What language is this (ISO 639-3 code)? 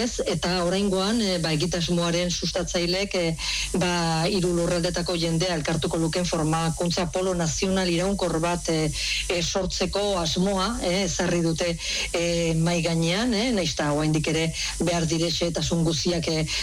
eus